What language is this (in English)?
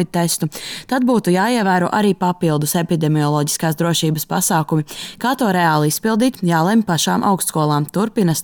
Latvian